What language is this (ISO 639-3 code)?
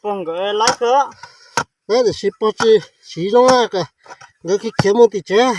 hmn